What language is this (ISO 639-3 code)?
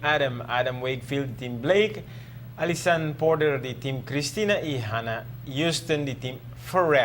pap